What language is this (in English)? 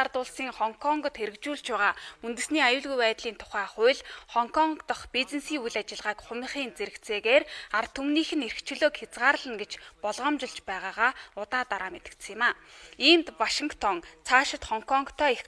Mongolian